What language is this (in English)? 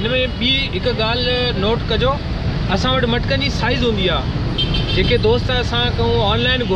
Sindhi